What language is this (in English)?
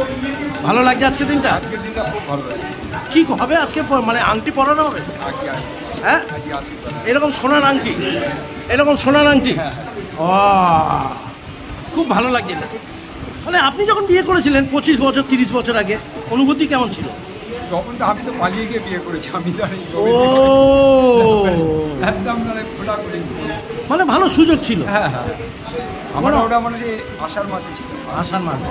Bangla